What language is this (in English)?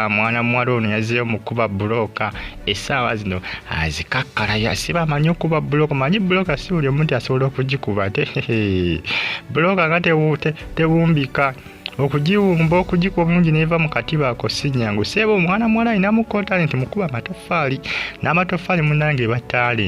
Ganda